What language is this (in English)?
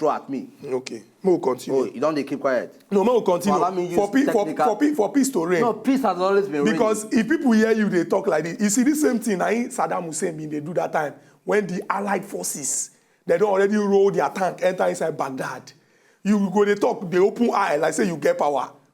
Nigerian Pidgin